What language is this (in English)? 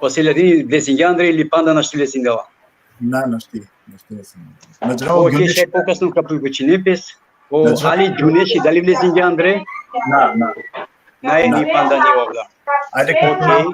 Balkan Romani